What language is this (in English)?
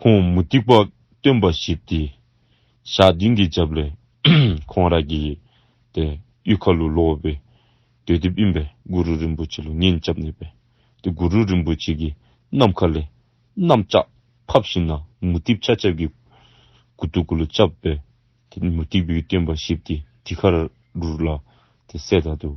Dzongkha